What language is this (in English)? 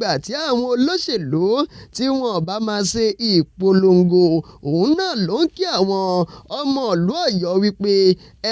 Yoruba